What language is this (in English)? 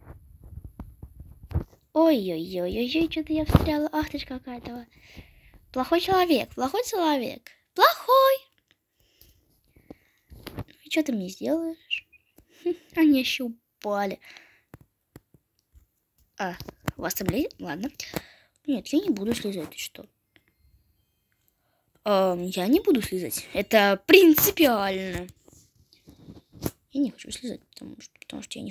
Russian